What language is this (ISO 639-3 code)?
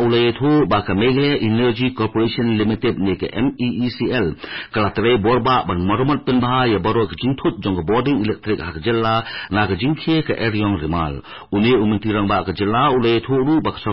kha